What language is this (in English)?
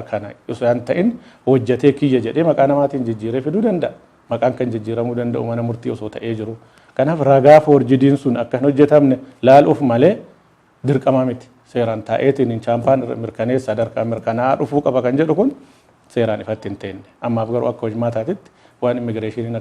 Oromo